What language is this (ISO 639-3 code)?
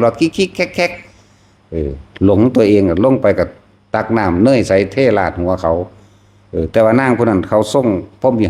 tts